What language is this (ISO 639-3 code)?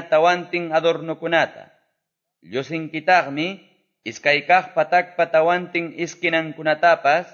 que